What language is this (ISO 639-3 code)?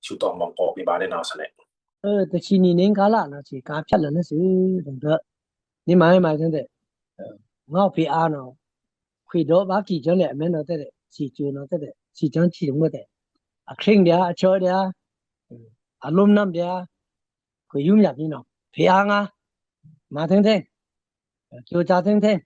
blk